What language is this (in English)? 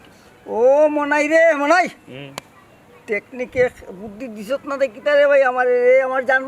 Sylheti